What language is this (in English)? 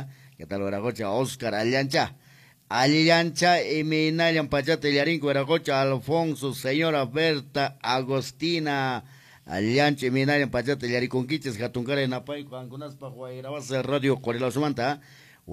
Quechua